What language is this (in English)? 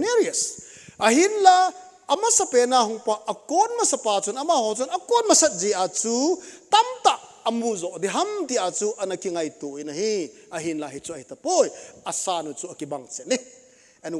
Thado Chin